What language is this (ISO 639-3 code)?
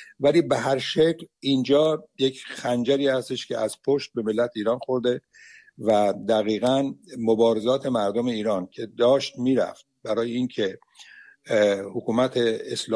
fas